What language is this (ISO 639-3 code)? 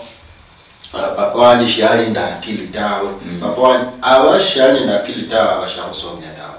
luy